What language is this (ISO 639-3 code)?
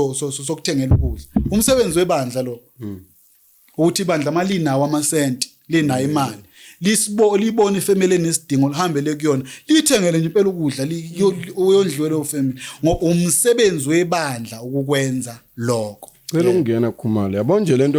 zul